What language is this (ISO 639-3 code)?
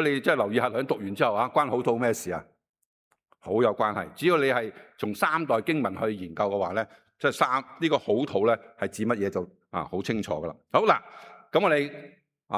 yue